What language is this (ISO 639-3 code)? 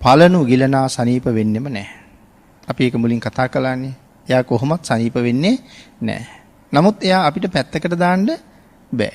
sin